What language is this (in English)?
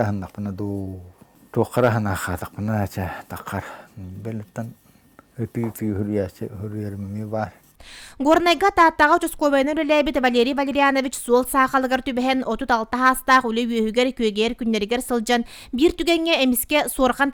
Yakut